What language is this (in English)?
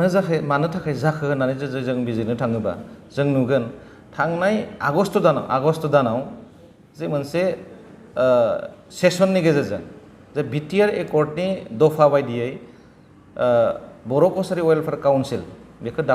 Bodo